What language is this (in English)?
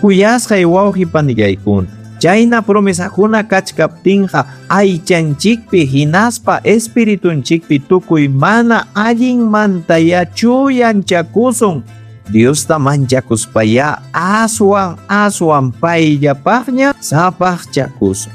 Ayacucho Quechua